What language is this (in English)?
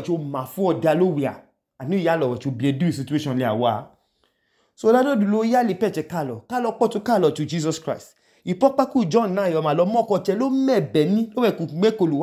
Idoma